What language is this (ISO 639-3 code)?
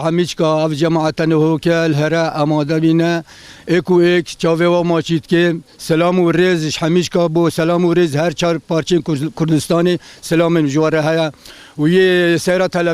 kur